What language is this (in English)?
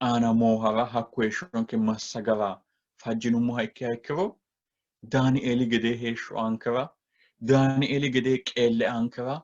Sidamo